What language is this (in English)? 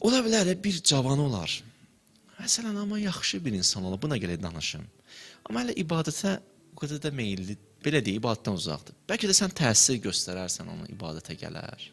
Azerbaijani